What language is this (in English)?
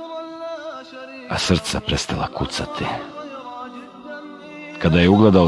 Bosnian